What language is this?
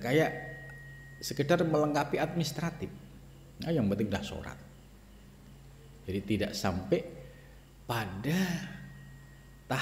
Indonesian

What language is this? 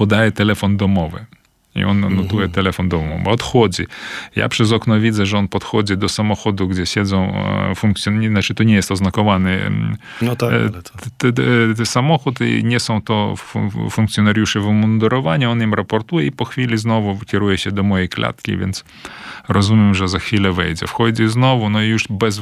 Polish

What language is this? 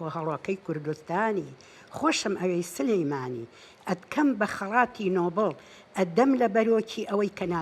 Central Kurdish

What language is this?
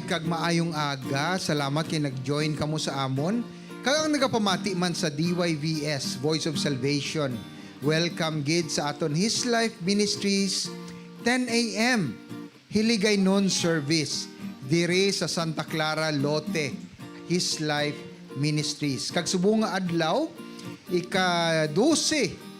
Hiligaynon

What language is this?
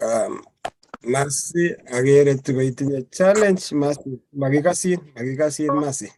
Kalenjin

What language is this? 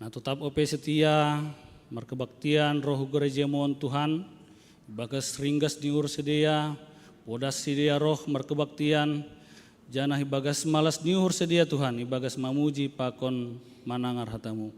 Batak Simalungun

